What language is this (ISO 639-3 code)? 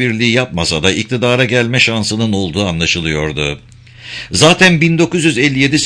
tur